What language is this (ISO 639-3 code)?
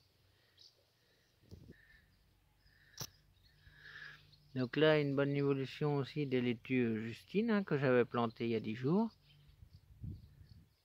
fra